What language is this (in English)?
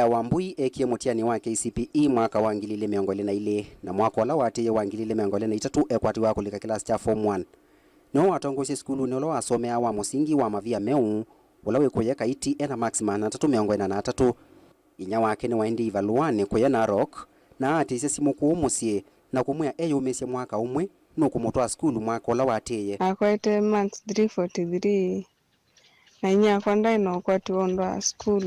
Kamba